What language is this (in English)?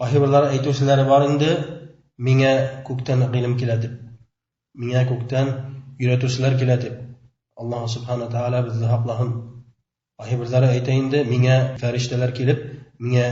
Bashkir